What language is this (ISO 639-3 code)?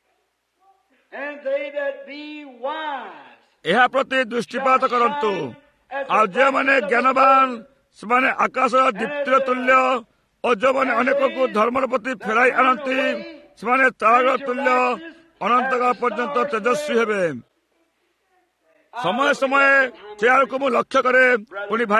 ori